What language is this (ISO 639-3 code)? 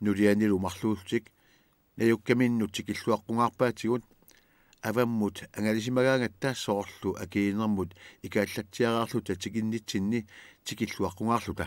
kal